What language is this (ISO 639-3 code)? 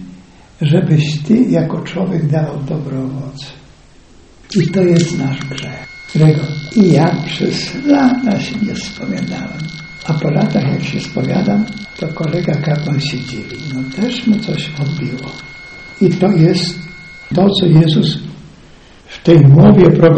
pol